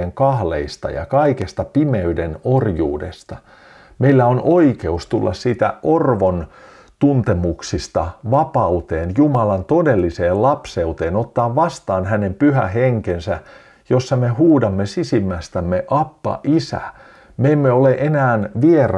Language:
Finnish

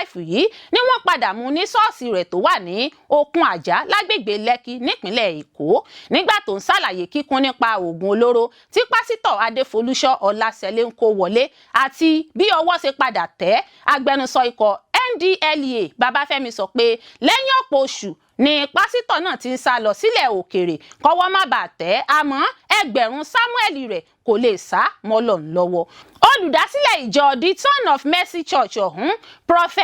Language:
Yoruba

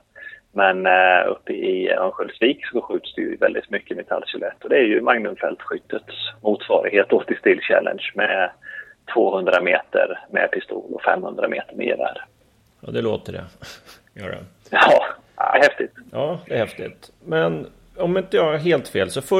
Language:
Swedish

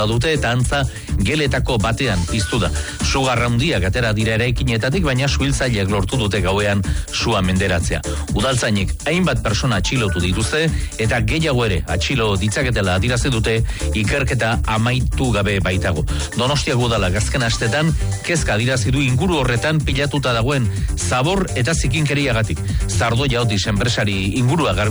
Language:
Basque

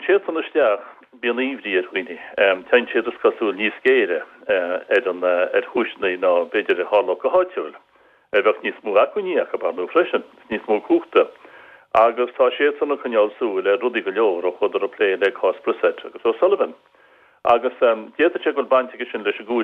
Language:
Irish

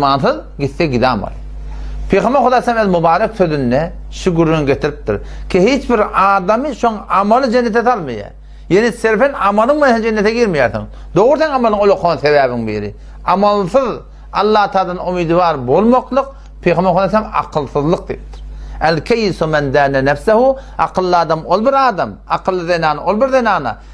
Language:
Turkmen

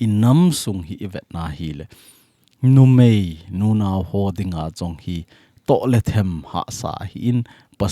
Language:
Thado Chin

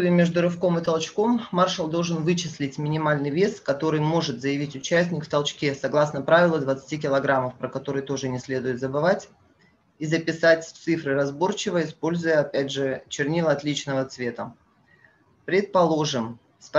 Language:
Russian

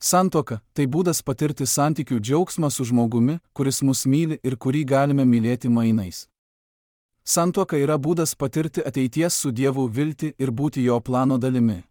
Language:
Lithuanian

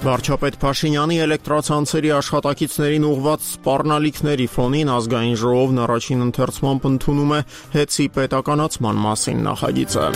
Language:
Armenian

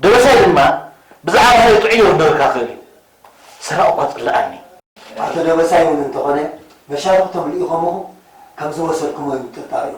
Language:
Tigrinya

